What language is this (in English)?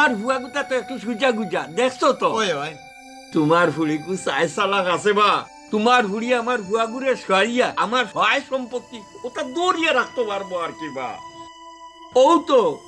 Sylheti